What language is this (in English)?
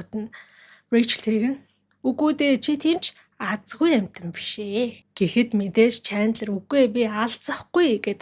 Mongolian